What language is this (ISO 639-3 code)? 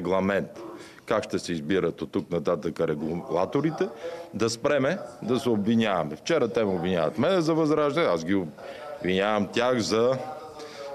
bul